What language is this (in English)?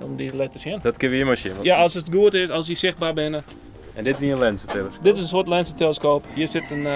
Western Frisian